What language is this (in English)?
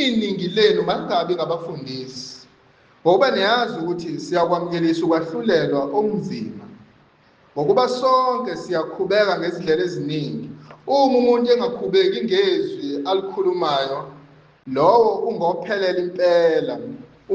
Zulu